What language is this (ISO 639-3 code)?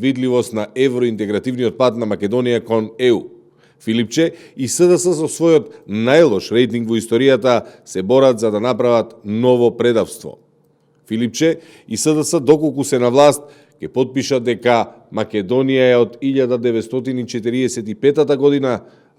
mkd